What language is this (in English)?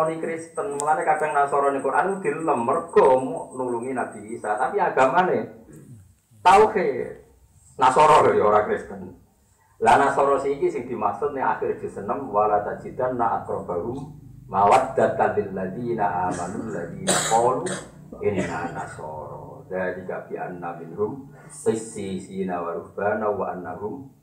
Javanese